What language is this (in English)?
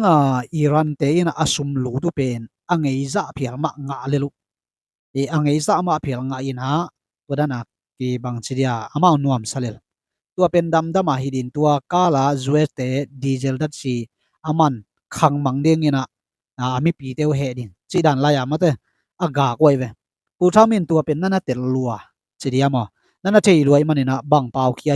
Tedim Chin